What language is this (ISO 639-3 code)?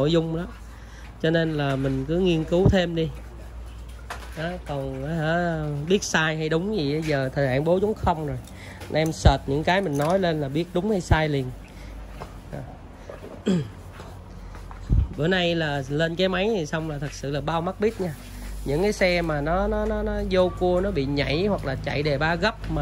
vie